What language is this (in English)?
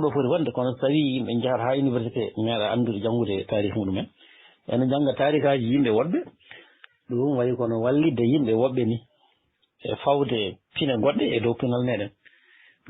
Fula